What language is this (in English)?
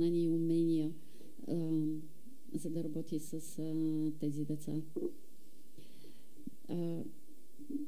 Bulgarian